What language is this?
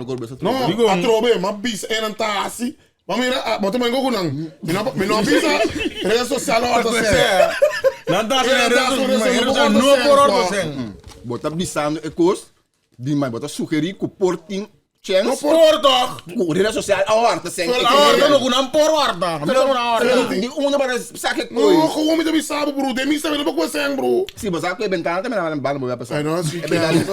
Papiamento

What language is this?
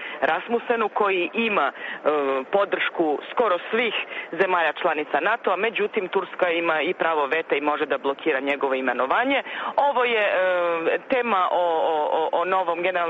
Serbian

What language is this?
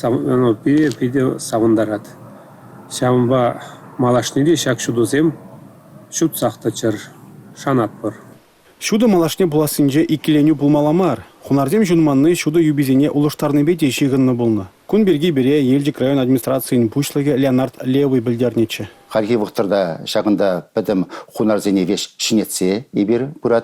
Chuvash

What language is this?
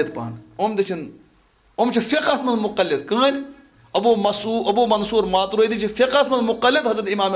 Kashmiri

